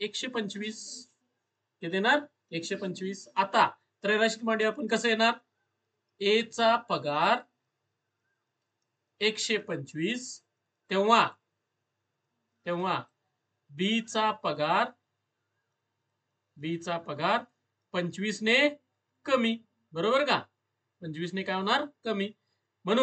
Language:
Marathi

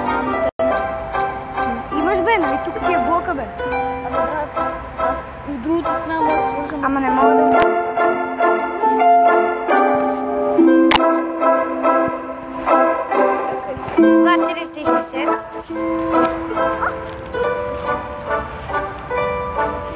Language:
Bulgarian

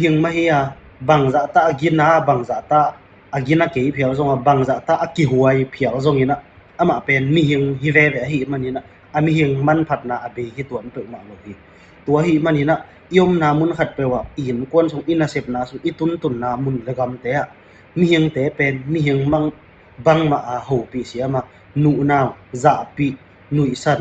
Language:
Tedim Chin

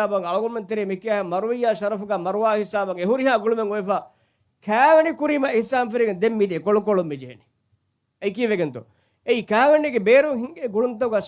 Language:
Divehi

